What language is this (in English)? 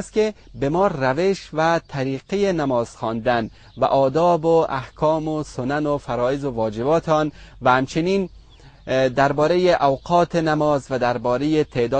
Persian